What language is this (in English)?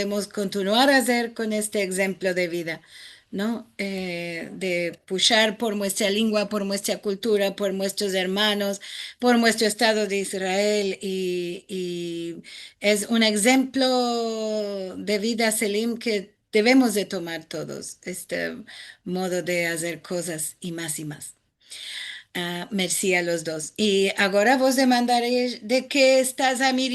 Ladino